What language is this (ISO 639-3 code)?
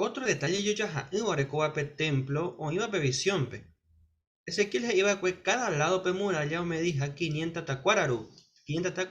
grn